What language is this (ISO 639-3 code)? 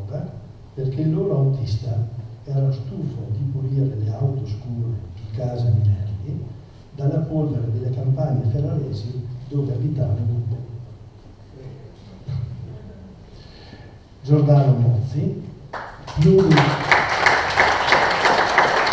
ita